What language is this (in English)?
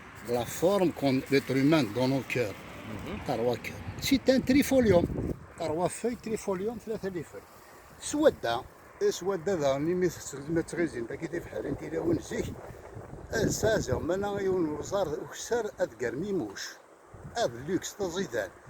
Kabyle